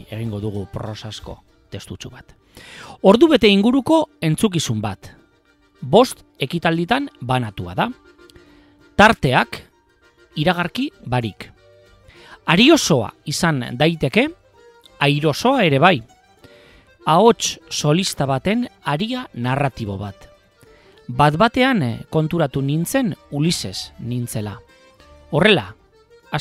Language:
Basque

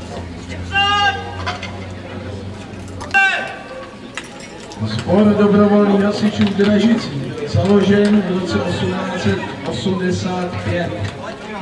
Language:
Czech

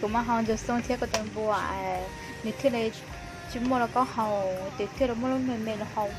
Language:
Hmong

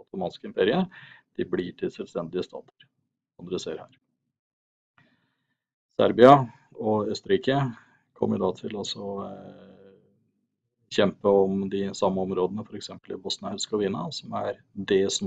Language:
Norwegian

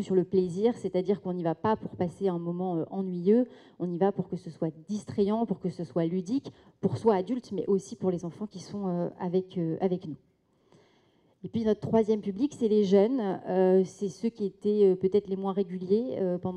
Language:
French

